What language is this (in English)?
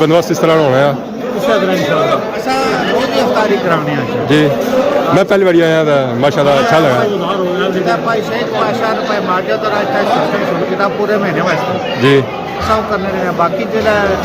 Pahari-Potwari